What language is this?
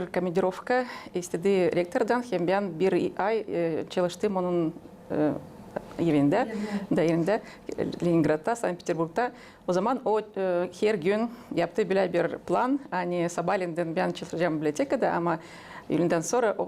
Gagauz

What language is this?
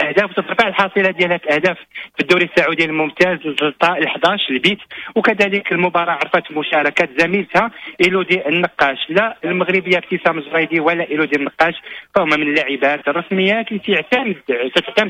Moroccan Arabic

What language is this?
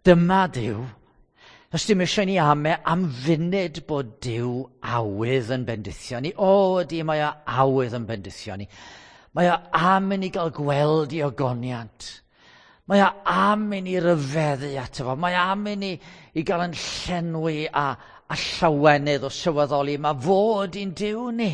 Welsh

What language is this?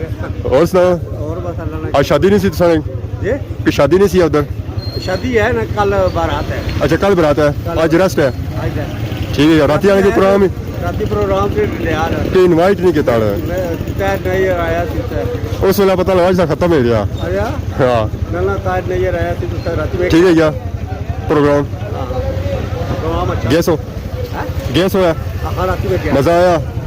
Pahari-Potwari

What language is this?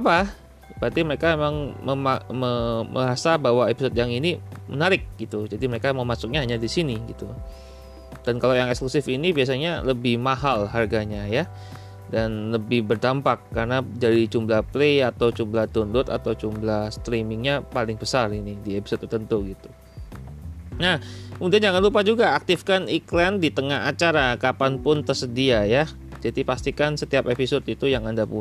Indonesian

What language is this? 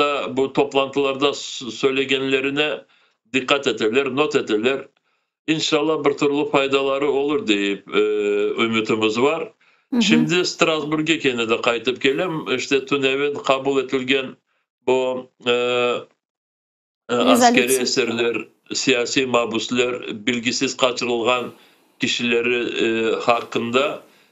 Crimean Tatar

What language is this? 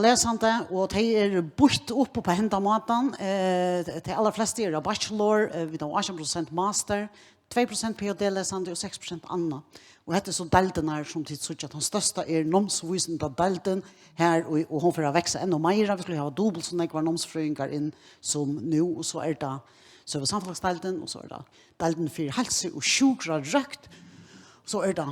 Faroese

